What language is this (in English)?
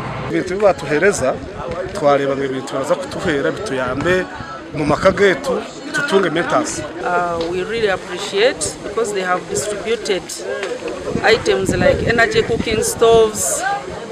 Nyankole